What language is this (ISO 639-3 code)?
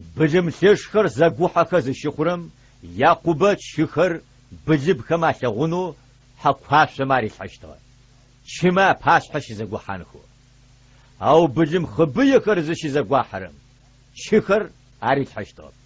ady